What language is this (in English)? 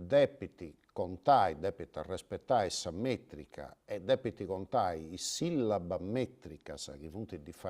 Sardinian